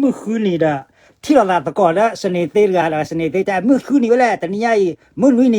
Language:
S'gaw Karen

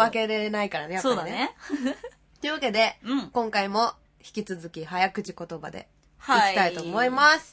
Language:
Japanese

